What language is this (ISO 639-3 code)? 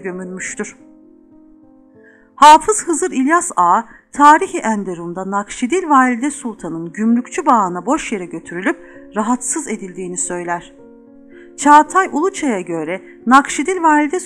tur